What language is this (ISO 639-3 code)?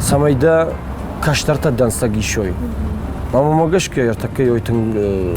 oss